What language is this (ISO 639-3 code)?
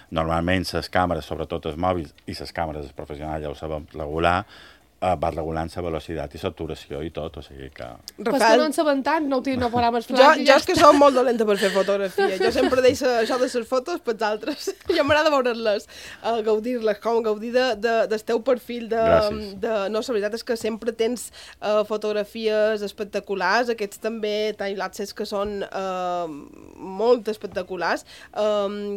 cat